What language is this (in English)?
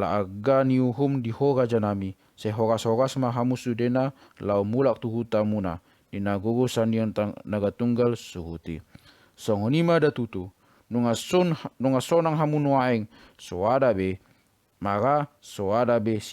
Batak Toba